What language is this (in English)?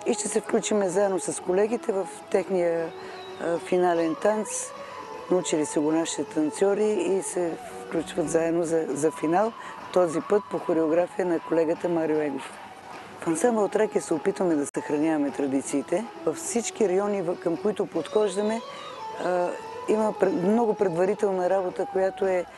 Bulgarian